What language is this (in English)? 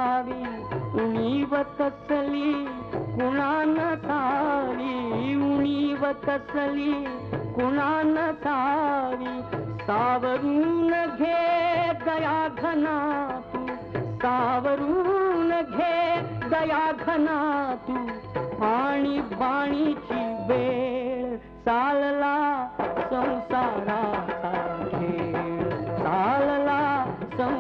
Marathi